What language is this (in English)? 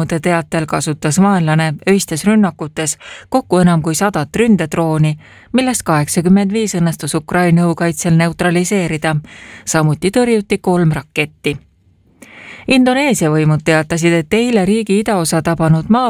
Estonian